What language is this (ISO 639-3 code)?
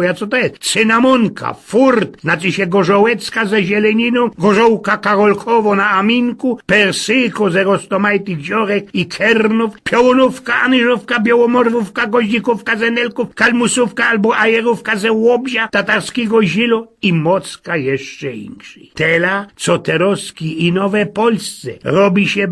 szl